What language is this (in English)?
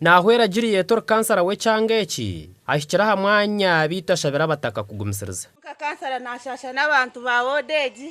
Nyankole